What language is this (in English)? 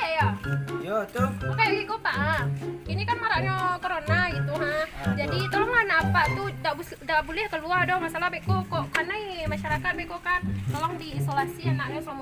Minangkabau